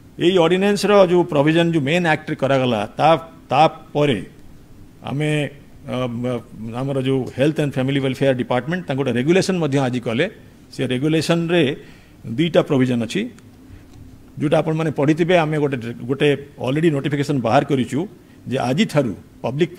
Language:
Odia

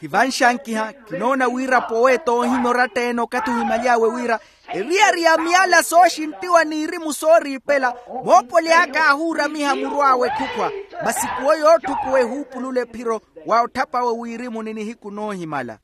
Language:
Makhuwa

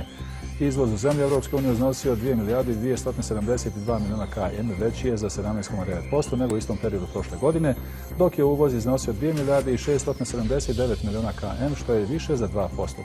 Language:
Bosnian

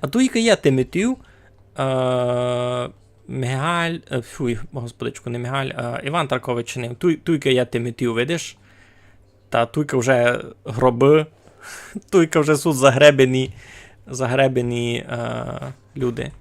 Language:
Rusyn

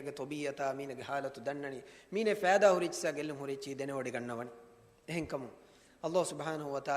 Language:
Divehi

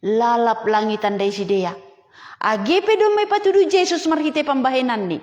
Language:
Batak Simalungun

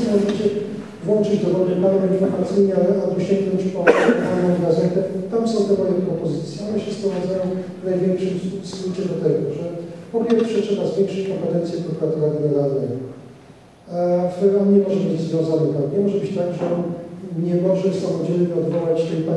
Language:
Polish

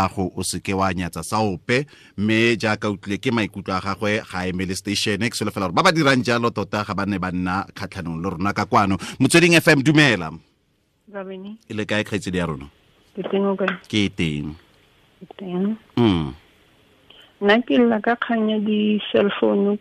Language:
Tswana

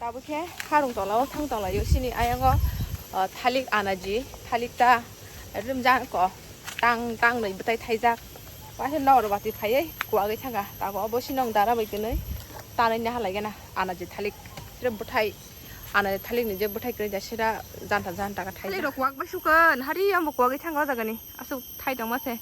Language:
Kok Borok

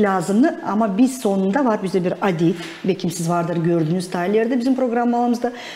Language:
Gagauz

